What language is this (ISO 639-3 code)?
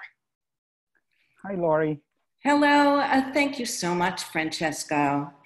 eng